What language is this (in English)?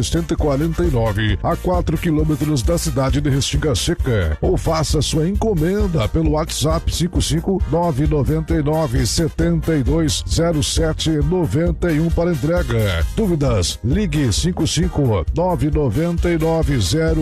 Portuguese